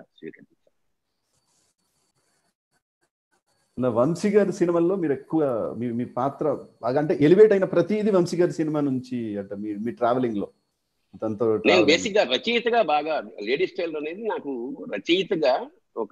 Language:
Telugu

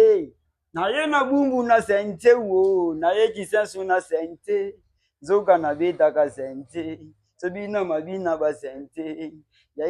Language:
Lingala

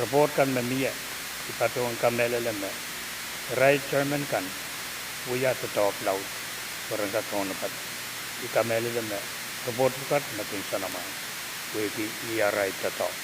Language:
Pohnpeian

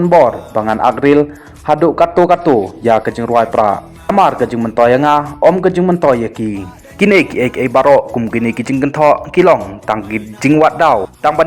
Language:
Khasi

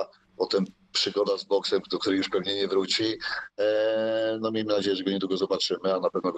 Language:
Polish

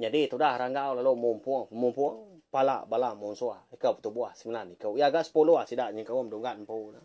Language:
Iban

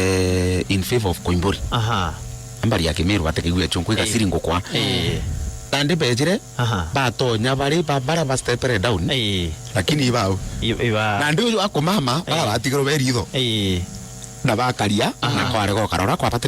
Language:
Meru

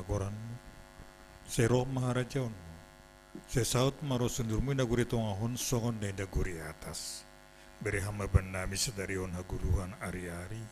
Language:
Batak Simalungun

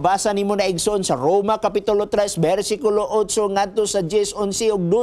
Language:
Cebuano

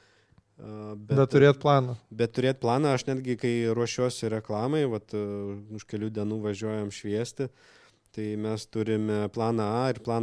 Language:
Lithuanian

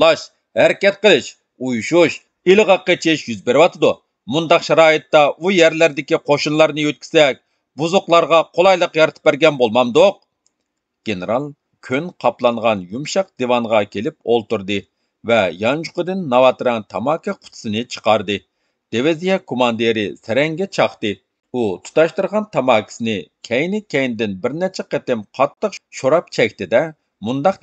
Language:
Uyghur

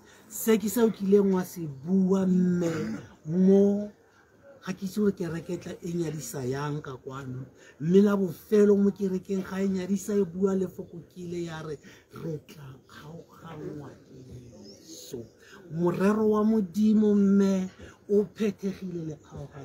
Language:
Tswana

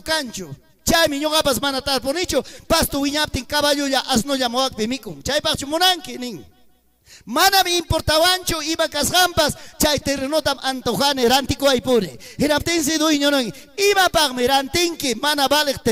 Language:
Ayacucho Quechua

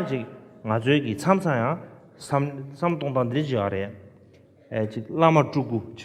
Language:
Tibetan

